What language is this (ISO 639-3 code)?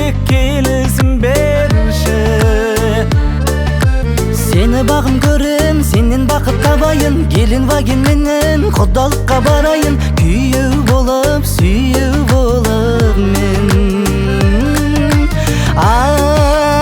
kaz